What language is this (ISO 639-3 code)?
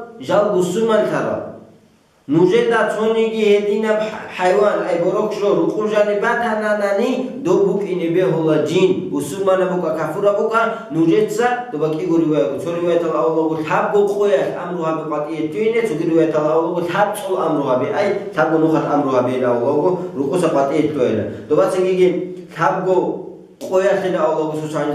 ava